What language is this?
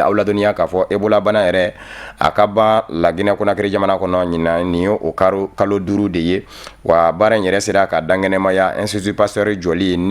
Bambara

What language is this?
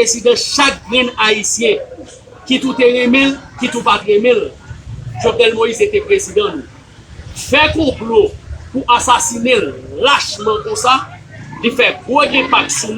Haitian Creole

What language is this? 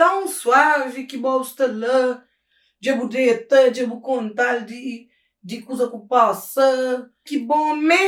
Kabuverdianu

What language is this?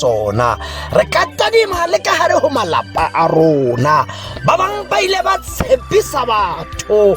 Tswana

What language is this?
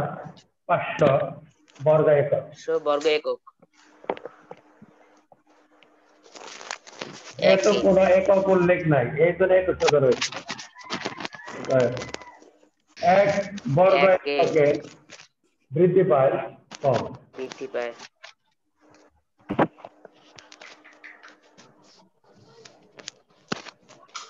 Bangla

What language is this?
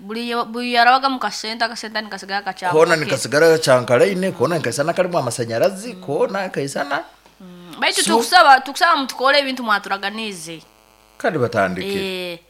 Nyankole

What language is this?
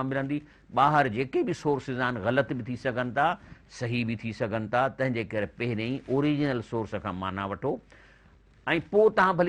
Sindhi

